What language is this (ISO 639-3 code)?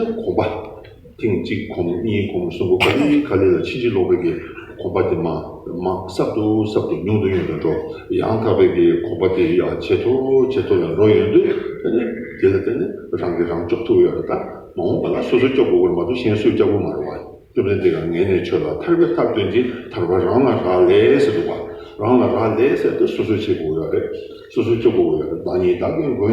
bod